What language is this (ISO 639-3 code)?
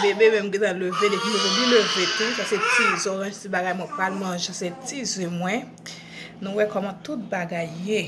hat